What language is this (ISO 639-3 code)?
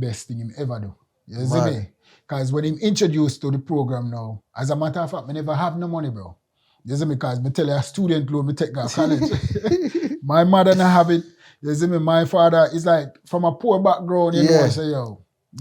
jam